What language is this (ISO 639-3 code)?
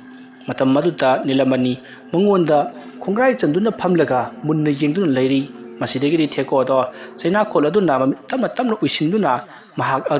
mni